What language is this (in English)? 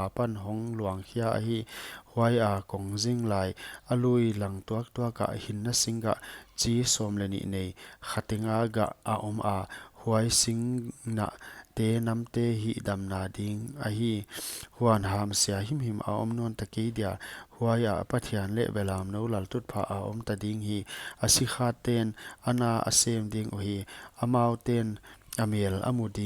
Paite Chin